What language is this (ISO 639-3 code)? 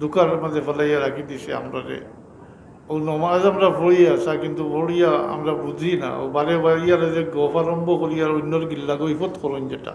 syl